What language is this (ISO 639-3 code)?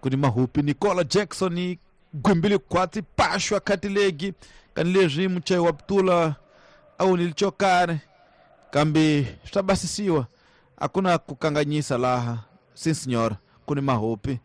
tso